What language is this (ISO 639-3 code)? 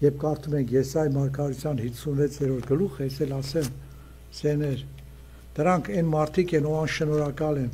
hye